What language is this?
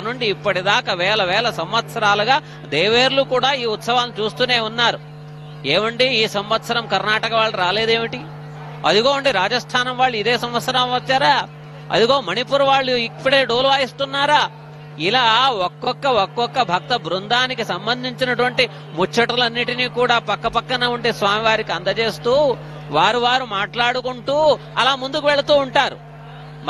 Telugu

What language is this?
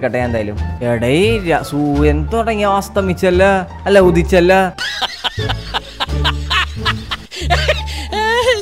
Malayalam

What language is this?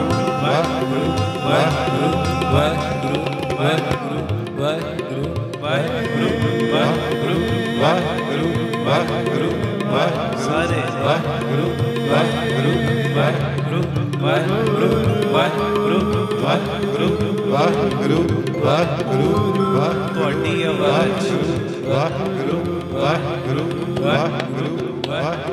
Punjabi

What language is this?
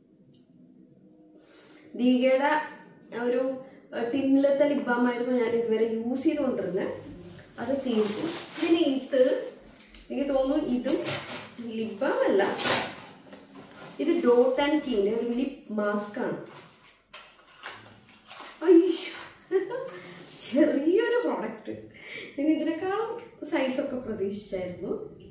Malayalam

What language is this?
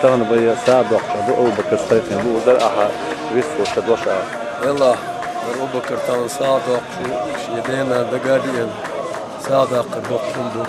Chechen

